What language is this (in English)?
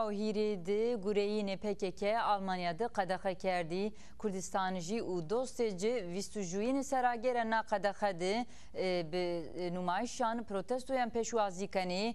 Zaza